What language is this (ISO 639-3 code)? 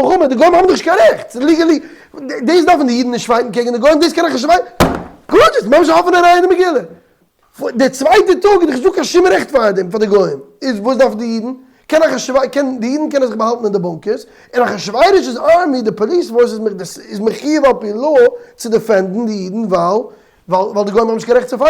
yid